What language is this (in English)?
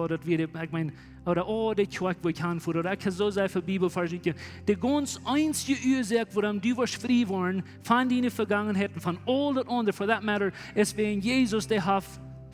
Plautdietsch